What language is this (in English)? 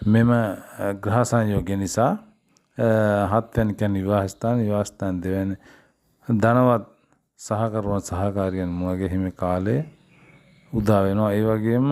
Sinhala